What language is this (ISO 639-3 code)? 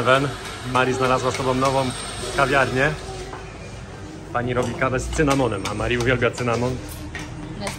pol